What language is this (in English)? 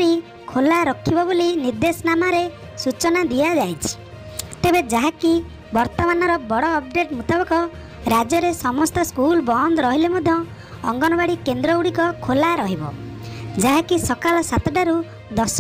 Odia